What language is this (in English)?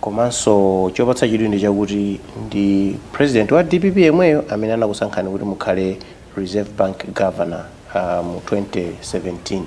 Nyanja